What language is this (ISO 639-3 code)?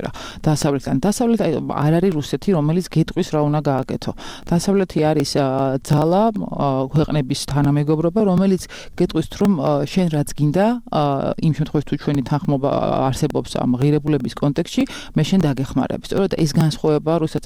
kat